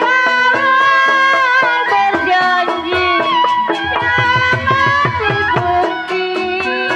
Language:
Betawi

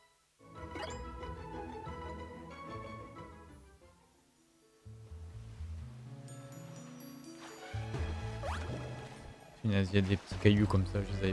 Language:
French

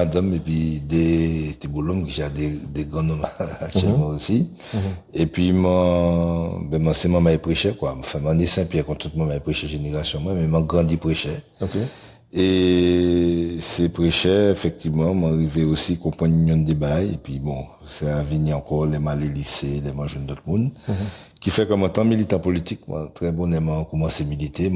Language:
Guadeloupean Creole French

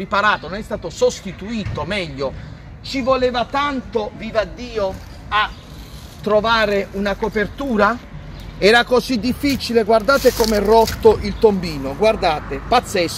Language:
Italian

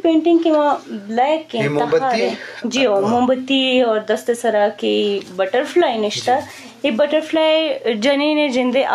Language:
Eastern Balochi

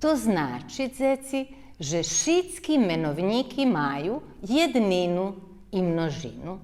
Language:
Rusyn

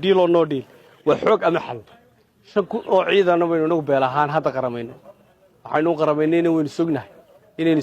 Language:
Somali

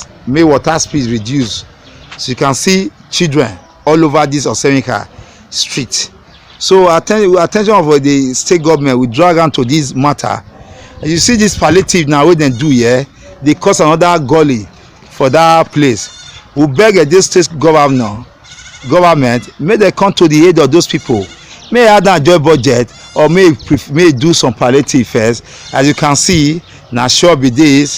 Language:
Nigerian Pidgin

